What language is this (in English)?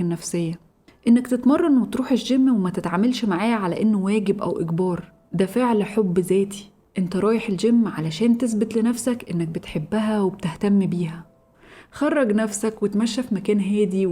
Egyptian Arabic